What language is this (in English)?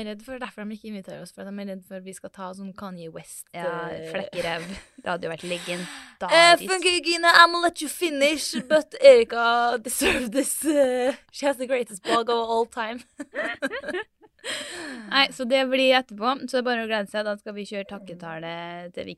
Norwegian